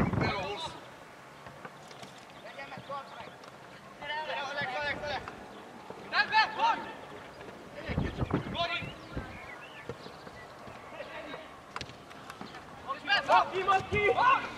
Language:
Hungarian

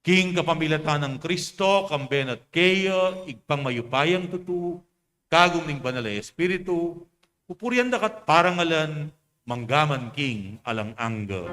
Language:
Pampanga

